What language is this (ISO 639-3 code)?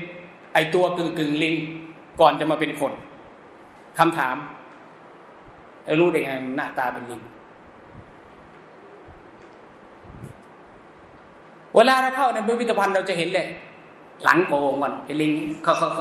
tha